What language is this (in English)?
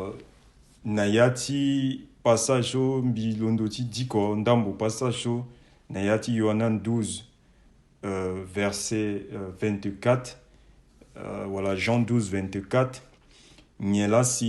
Sango